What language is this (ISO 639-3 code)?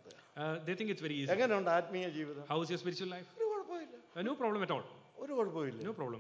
mal